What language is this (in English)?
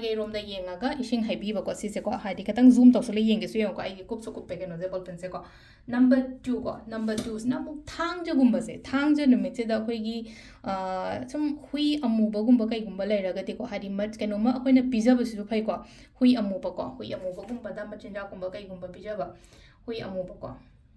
Manipuri